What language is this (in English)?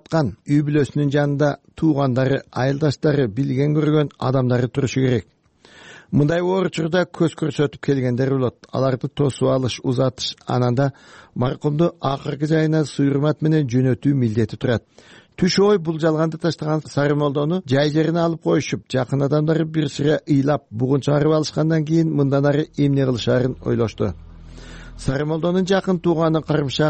Kyrgyz